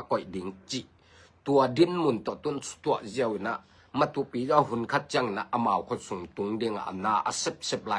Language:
Tedim Chin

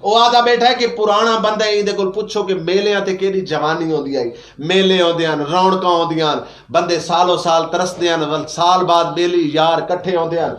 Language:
Saraiki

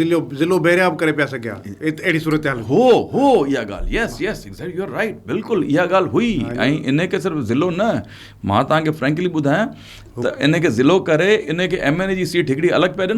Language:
Sindhi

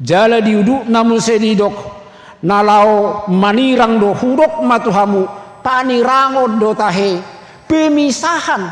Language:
Batak Toba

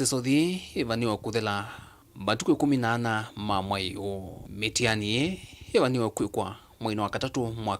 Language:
Kamba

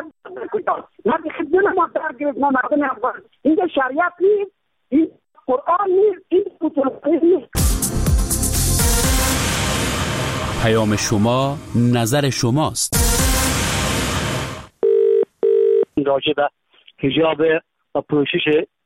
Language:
Persian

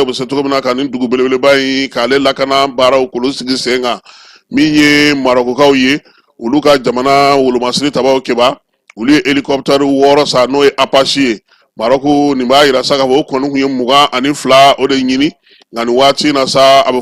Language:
Bambara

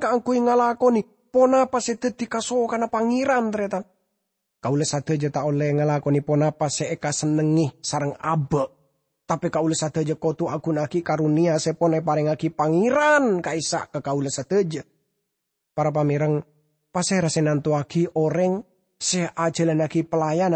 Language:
Madurese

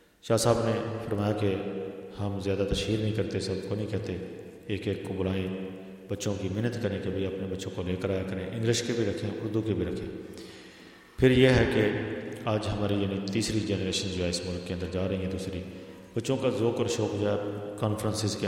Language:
Urdu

